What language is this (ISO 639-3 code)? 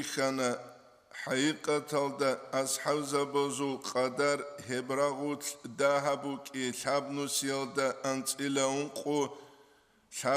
ava